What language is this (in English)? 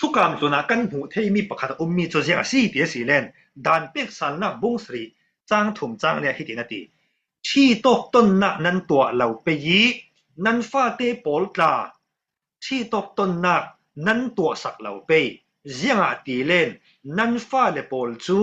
Falam Chin